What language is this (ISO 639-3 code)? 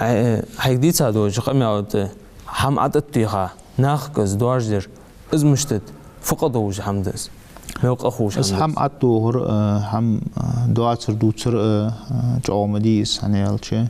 inh